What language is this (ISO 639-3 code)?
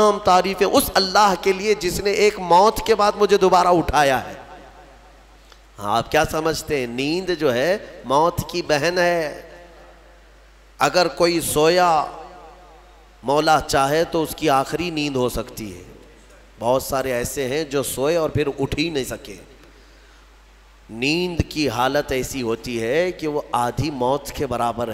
urd